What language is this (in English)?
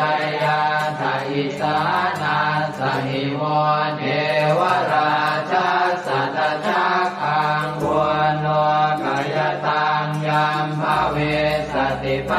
Pali